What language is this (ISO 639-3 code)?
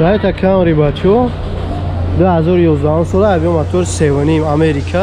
tgk